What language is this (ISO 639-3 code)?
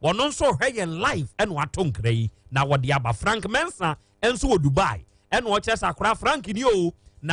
aka